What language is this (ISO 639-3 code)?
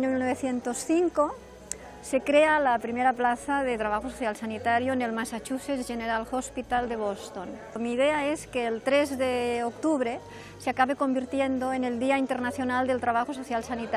spa